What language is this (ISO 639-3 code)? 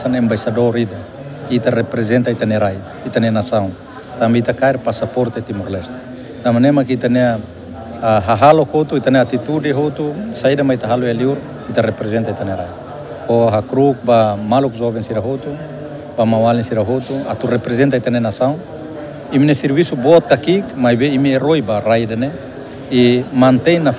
tet